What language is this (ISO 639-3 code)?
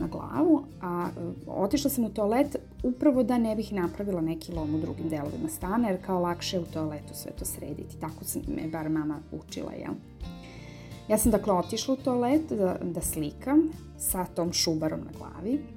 srp